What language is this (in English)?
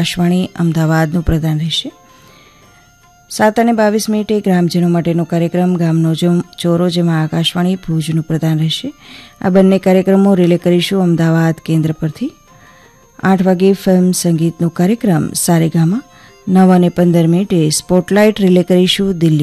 Gujarati